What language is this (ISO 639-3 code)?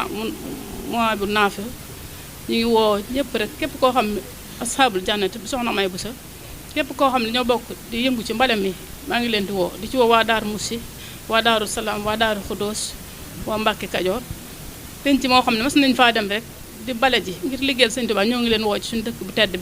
wol